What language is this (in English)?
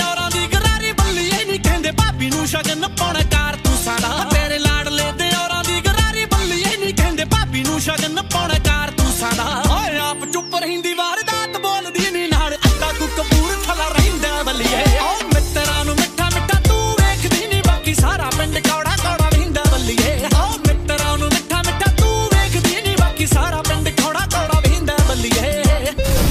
Punjabi